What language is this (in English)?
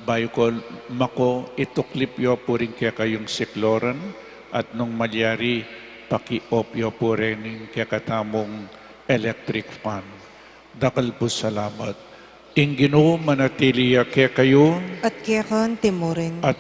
Pampanga